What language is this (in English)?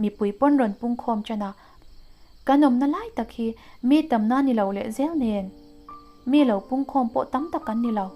Mizo